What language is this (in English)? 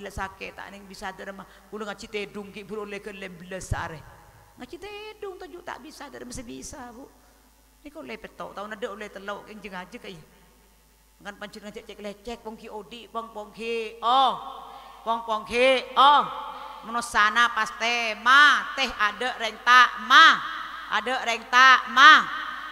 Madurese